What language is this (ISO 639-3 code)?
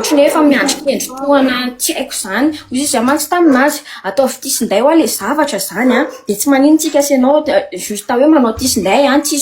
mlg